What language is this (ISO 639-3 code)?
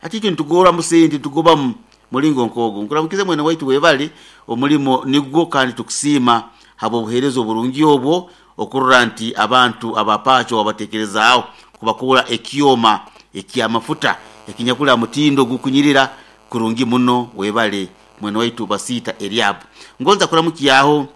nyo